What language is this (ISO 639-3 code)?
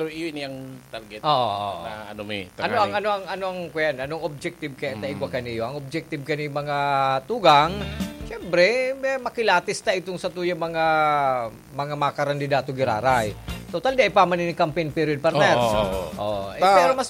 bik